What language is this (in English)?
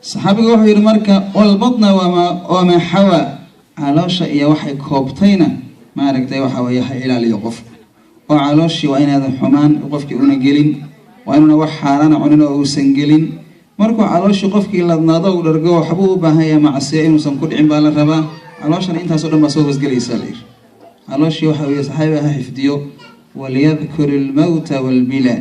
Somali